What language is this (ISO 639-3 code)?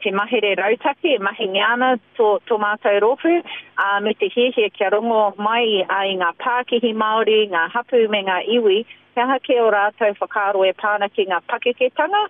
mri